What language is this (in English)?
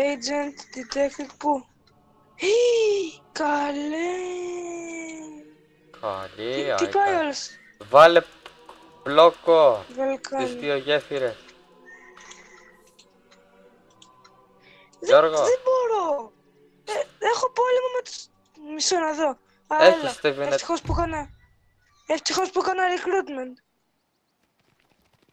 Greek